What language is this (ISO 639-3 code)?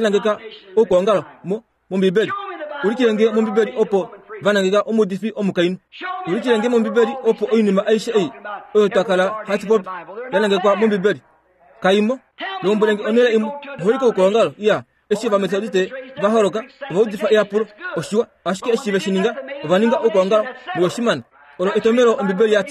kua